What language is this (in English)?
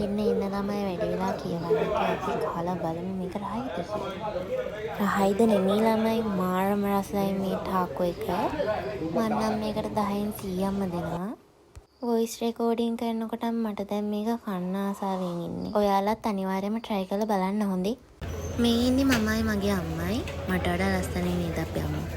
Sinhala